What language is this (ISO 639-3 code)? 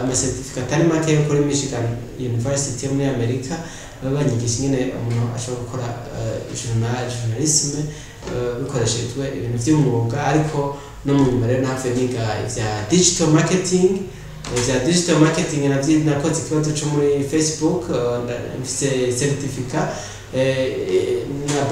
run